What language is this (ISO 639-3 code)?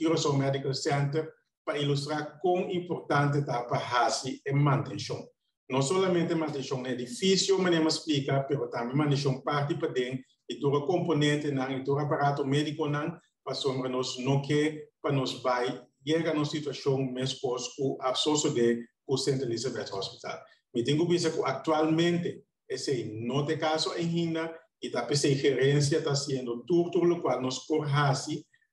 pap